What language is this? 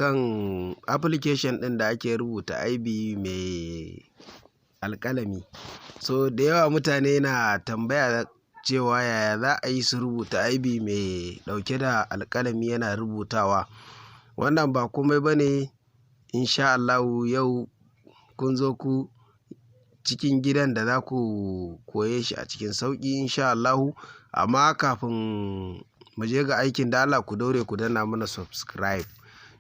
Hausa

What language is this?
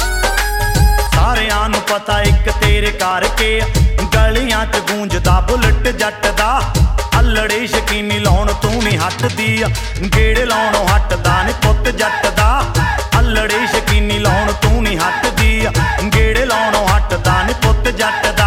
Punjabi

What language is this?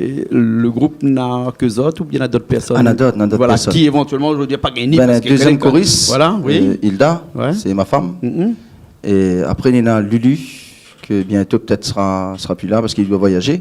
Réunion Creole French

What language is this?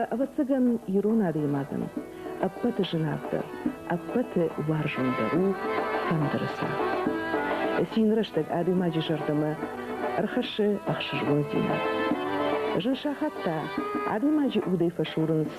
Ossetic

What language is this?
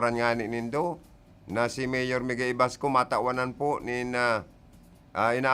Bikol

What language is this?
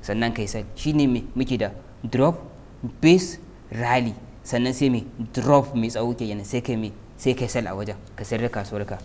Hausa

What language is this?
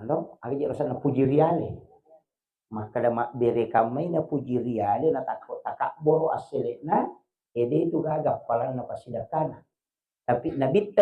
Buginese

